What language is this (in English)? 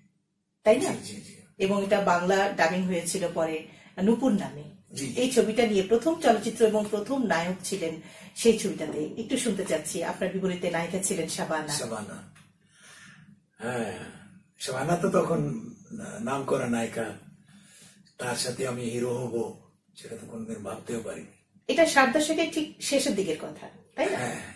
Bangla